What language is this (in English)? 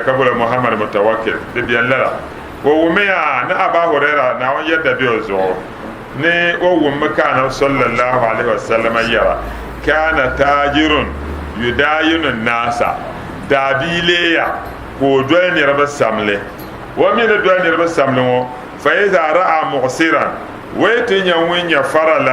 Dagbani